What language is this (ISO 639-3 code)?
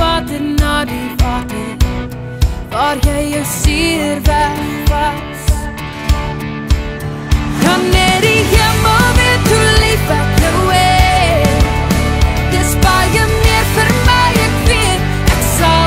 afr